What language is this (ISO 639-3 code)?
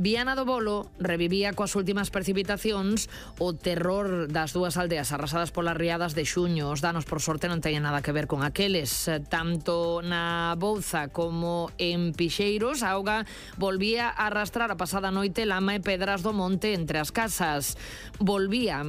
glg